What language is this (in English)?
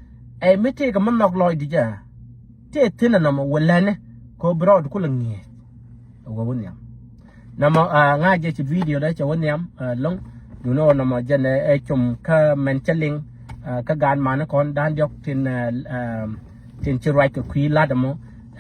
Nuer